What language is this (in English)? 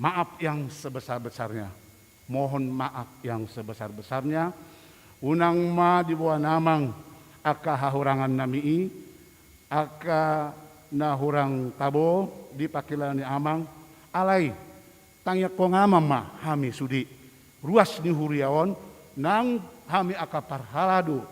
Batak Toba